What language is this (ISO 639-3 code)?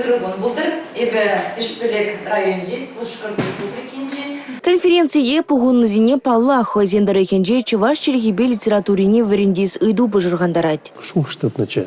chv